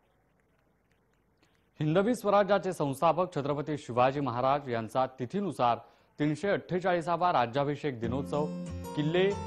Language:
Marathi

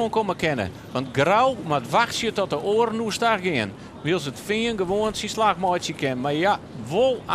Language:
Western Frisian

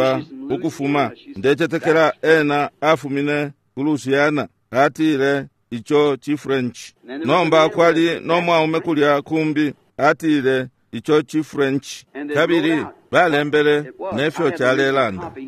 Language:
Bemba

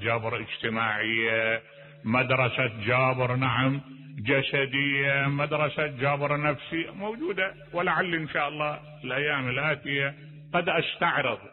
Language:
Mesopotamian Arabic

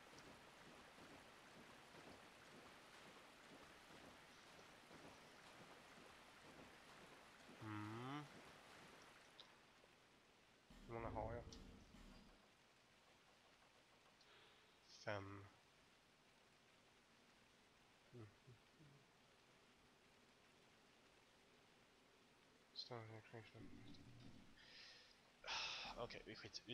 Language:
Swedish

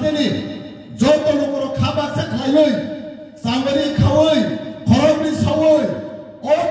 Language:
Kok Borok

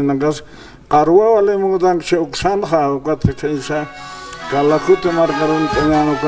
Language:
Aymara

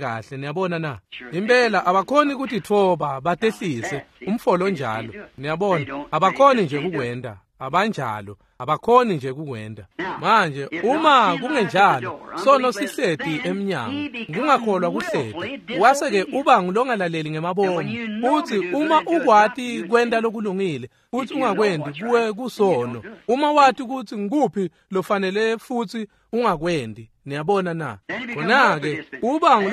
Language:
Swati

